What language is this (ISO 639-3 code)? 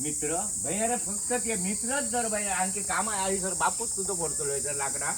kok